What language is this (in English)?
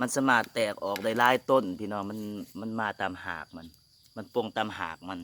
Lao